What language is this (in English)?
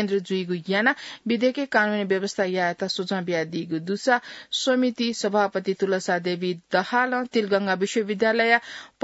Newari